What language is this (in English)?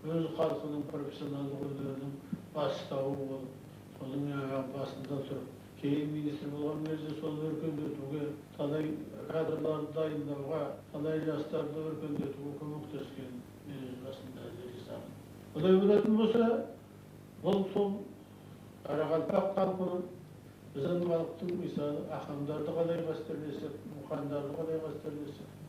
Kara-Kalpak